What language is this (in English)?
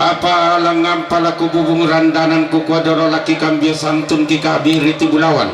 Toraja-Sa'dan